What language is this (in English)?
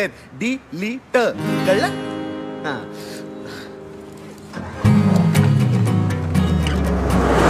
Marathi